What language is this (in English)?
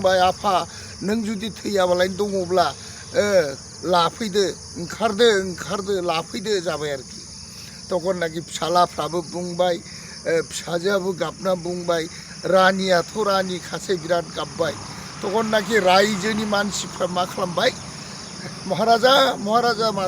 Bodo